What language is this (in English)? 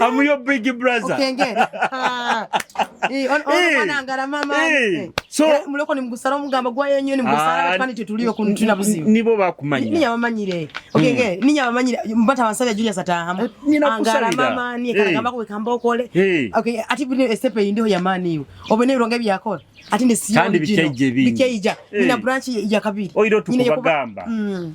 Nyoro